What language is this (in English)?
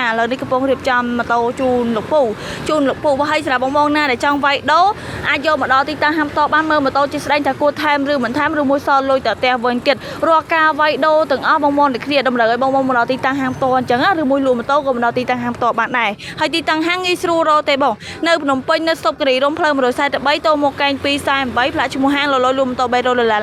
Khmer